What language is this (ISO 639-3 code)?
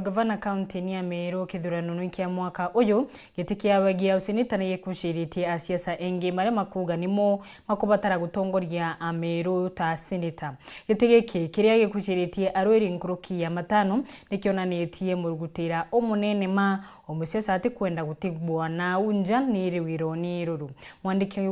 mer